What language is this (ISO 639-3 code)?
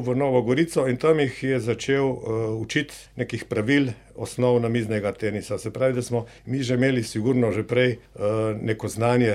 slv